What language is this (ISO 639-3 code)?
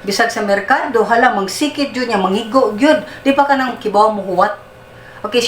ceb